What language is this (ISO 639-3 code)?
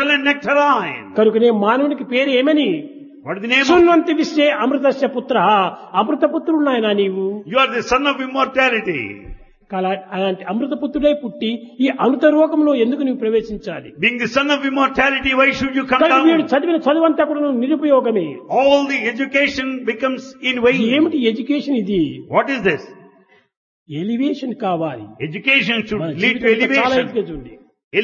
tel